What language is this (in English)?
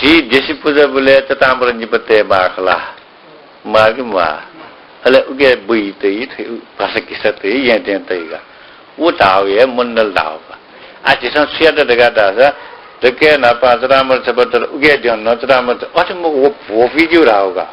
Newari